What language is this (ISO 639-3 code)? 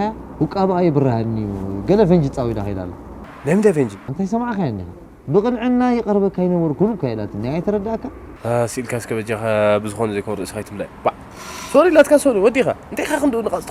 tir